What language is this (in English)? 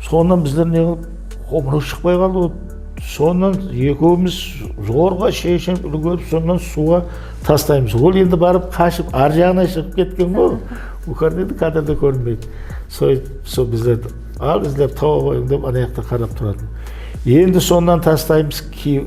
Kara-Kalpak